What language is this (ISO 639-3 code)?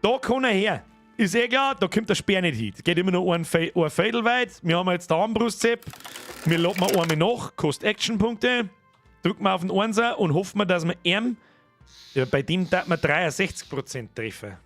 bar